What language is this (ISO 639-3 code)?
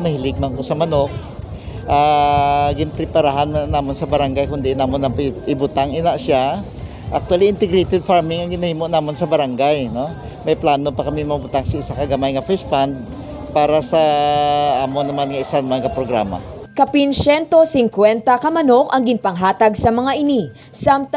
hil